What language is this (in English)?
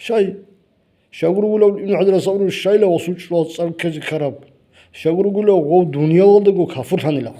Avaric